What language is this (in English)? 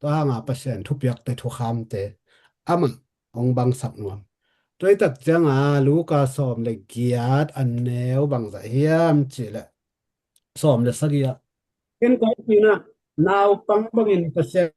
Tedim Chin